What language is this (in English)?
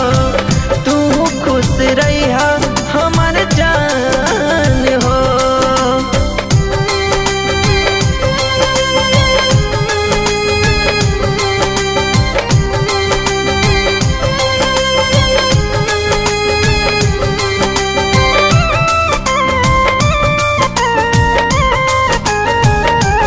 Bhojpuri